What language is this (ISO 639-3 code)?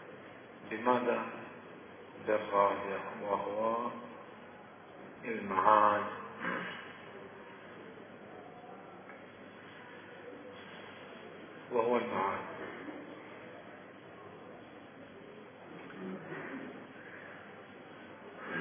ara